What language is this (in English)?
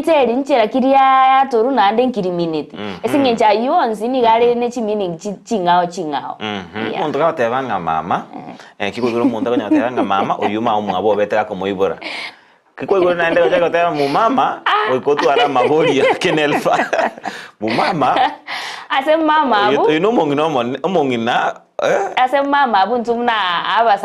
Gusii